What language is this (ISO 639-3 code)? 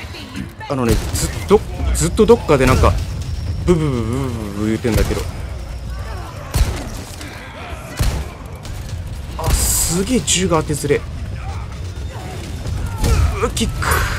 jpn